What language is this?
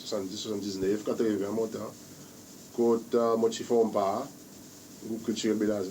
Seselwa Creole French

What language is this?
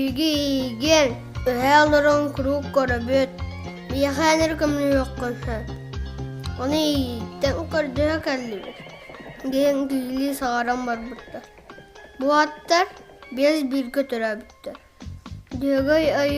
Yakut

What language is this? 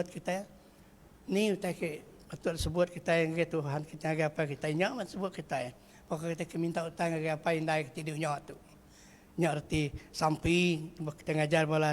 Iban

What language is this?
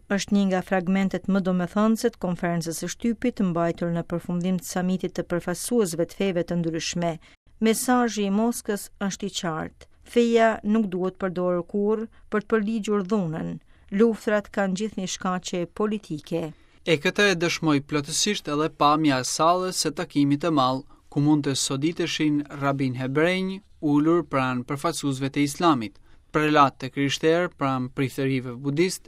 Albanian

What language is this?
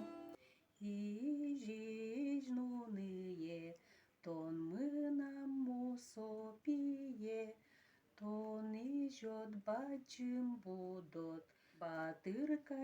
Udmurt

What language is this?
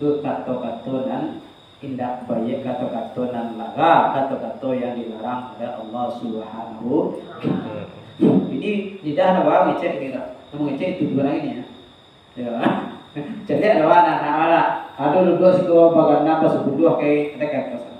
Minangkabau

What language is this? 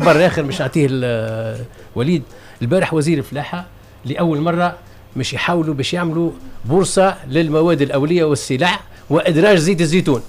Tunisian Arabic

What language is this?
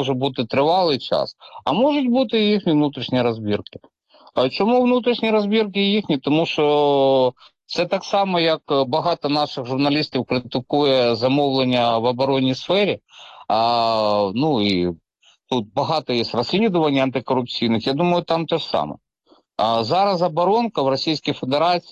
Ukrainian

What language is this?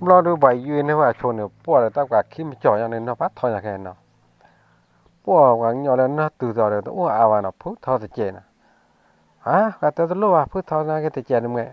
S'gaw Karen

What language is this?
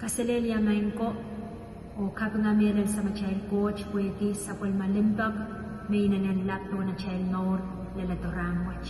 Pohnpeian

